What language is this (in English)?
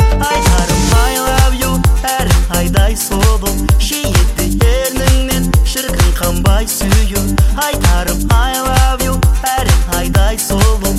Kazakh